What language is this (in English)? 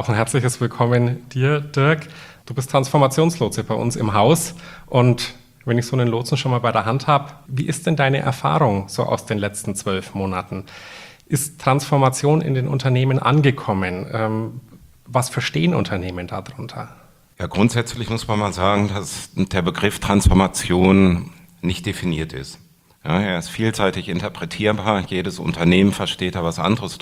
German